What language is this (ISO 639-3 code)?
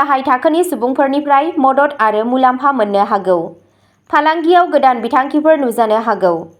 brx